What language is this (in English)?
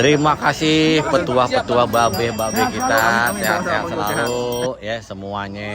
Betawi